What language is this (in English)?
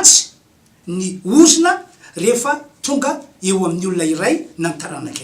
Malagasy